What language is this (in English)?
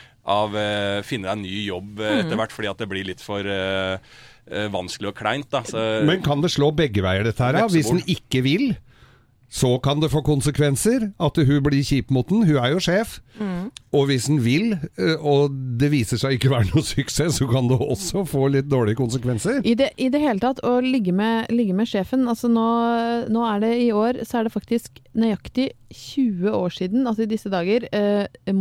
Norwegian